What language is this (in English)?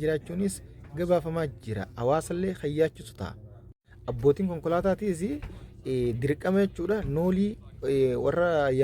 Oromo